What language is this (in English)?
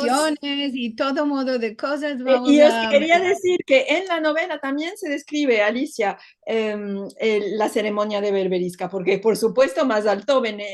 Ladino